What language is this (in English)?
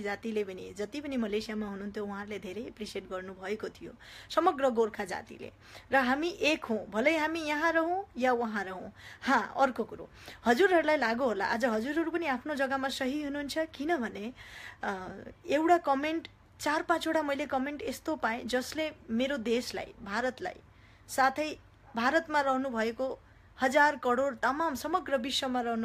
Nepali